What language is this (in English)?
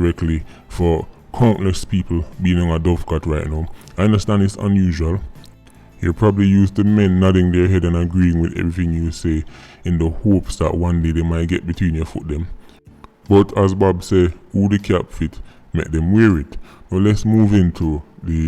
Jamaican Creole English